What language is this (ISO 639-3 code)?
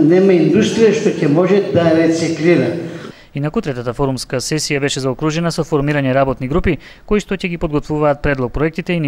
mkd